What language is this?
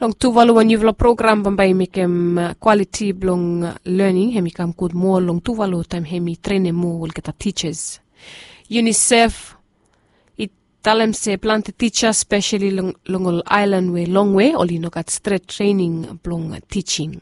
Bislama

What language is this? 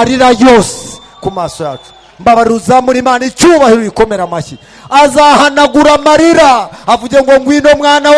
Kinyarwanda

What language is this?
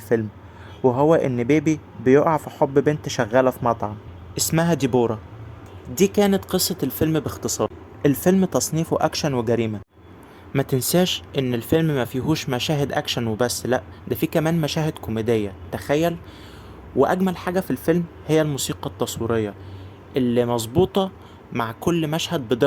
Egyptian Arabic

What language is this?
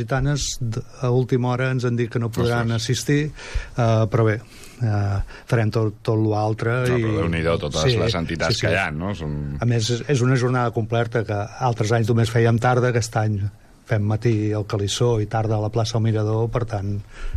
Catalan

